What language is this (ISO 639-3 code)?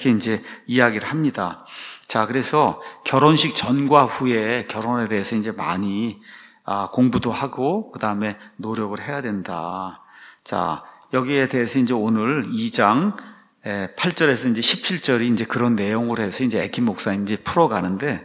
kor